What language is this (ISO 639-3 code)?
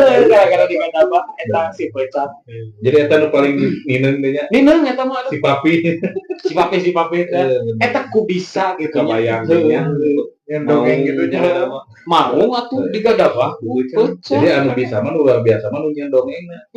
sun